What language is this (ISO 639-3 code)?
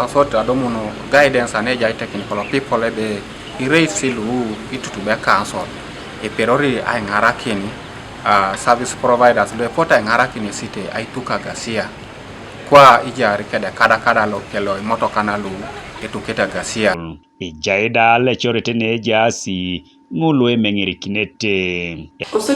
teo